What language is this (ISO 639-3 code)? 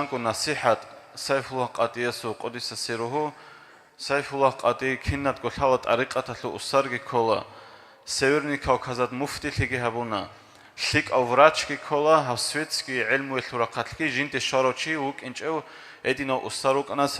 ava